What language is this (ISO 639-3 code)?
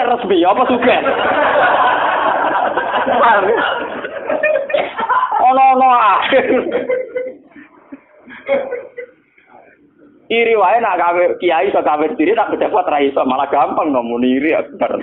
jav